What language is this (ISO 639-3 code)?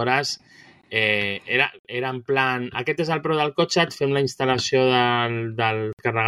cat